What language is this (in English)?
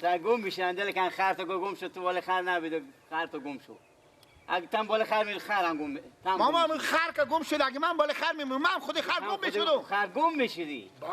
Persian